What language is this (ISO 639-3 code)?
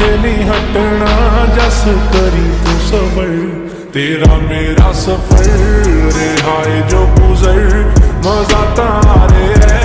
pan